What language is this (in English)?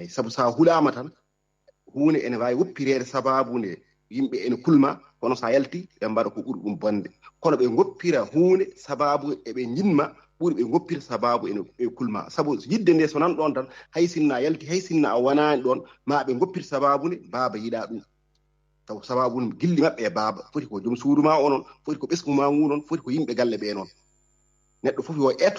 Fula